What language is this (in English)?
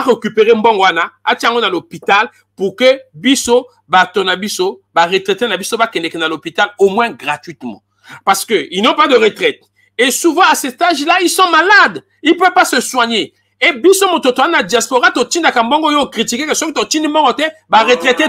French